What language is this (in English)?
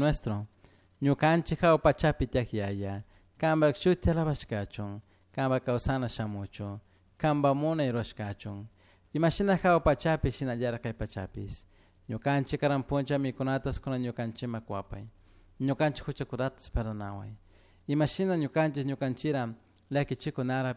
Chimborazo Highland Quichua